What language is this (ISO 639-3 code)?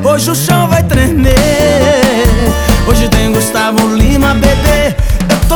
por